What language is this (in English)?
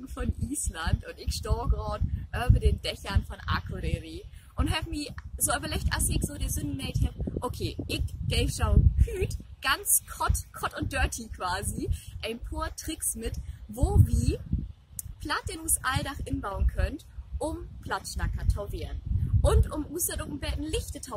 Low German